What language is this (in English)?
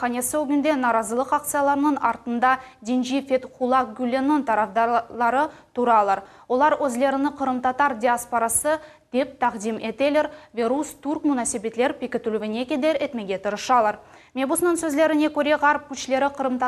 Crimean Tatar